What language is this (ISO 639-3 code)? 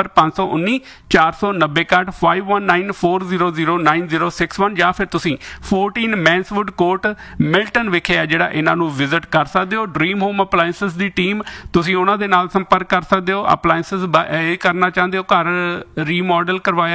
pan